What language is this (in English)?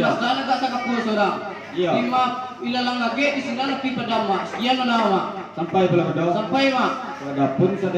Minangkabau